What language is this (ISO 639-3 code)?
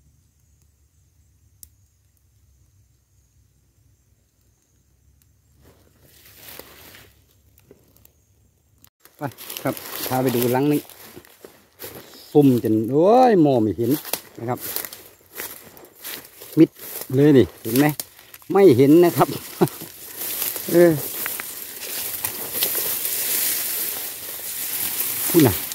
tha